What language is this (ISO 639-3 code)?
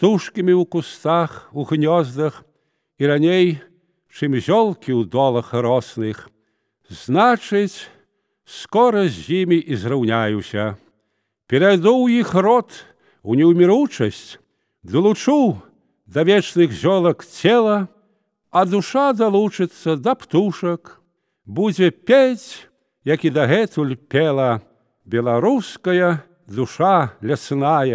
bel